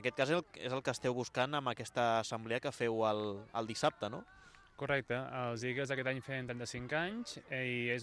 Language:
Catalan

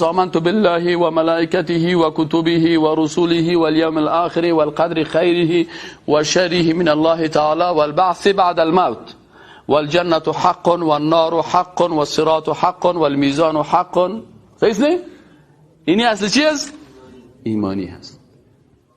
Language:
Persian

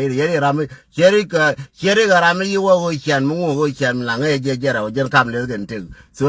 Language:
Nuer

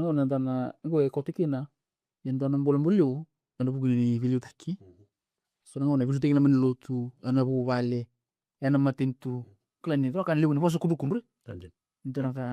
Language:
Fijian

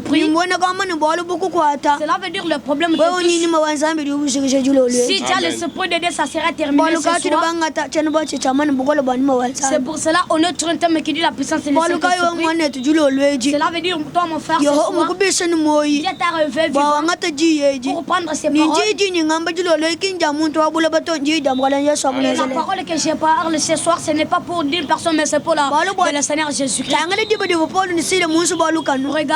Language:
Luba-Lulua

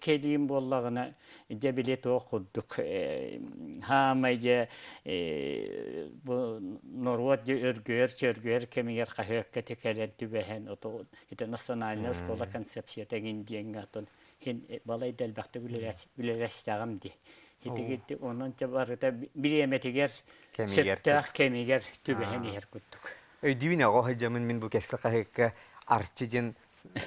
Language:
Yakut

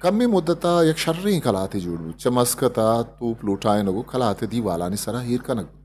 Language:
Eastern Balochi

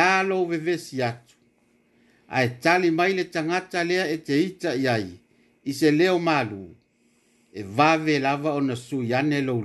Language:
Samoan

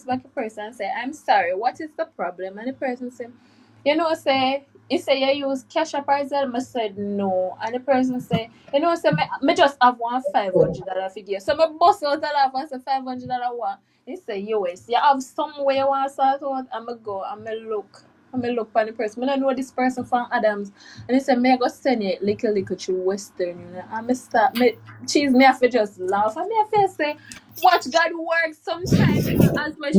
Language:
Jamaican Creole English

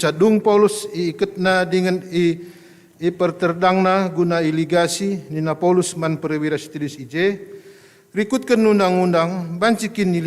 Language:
Batak Karo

